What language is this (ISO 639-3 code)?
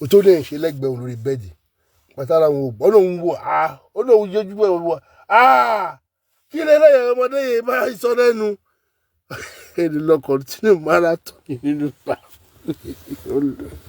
yor